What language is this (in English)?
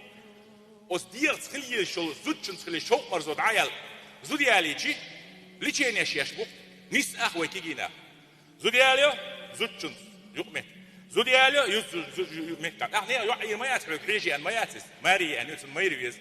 Chechen